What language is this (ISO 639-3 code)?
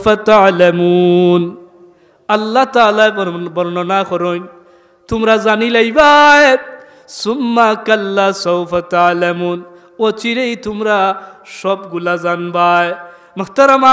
syl